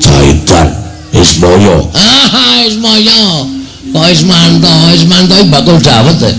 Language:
Javanese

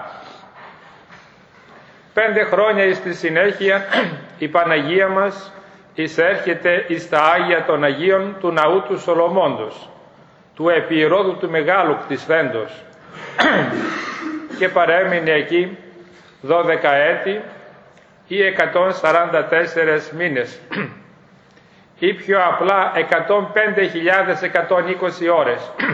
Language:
Greek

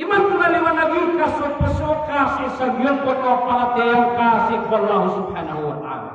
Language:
Maranao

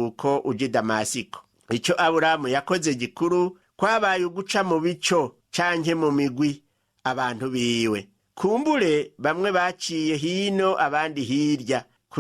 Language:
Rundi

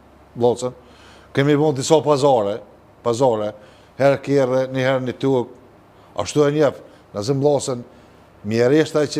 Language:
Albanian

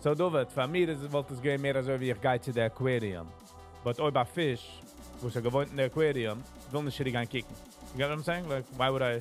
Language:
Yiddish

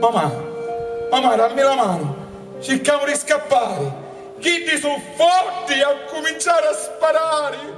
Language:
Sicilian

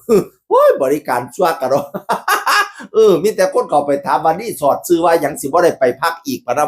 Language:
Northeastern Thai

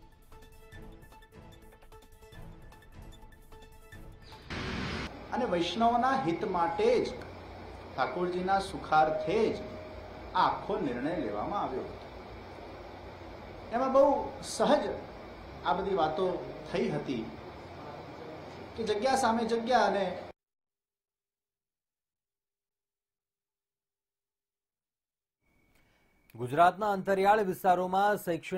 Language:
Gujarati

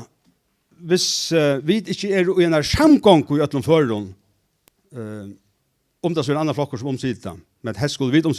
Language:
Faroese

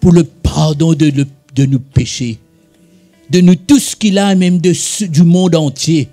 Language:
Morisyen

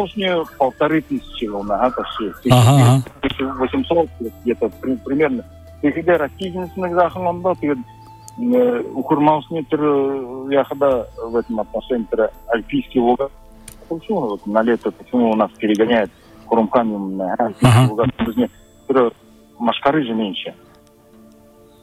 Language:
Buriat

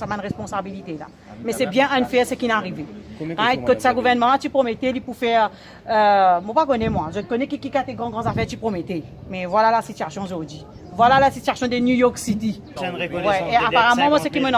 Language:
Morisyen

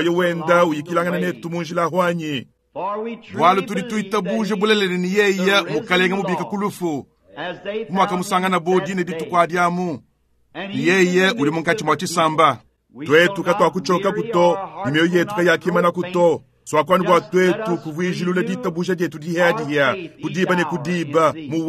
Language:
Luba-Lulua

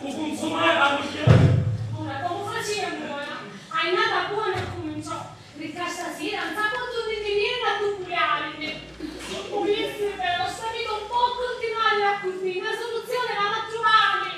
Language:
Sicilian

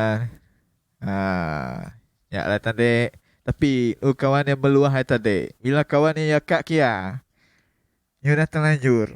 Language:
Iban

